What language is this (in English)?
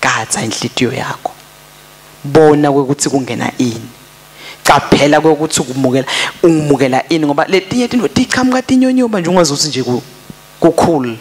Swati